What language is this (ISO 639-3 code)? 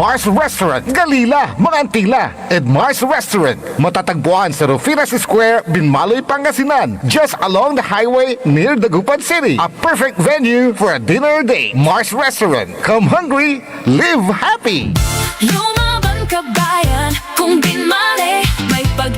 pag